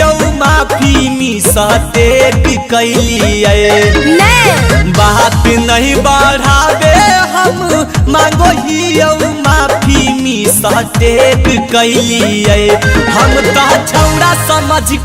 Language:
Magahi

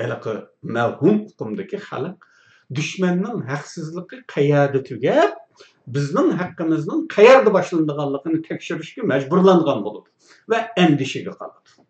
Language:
Uyghur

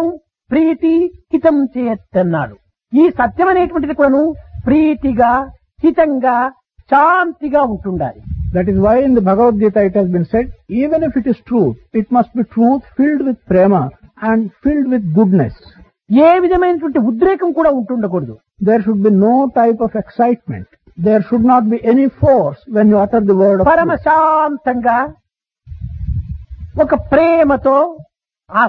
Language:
Telugu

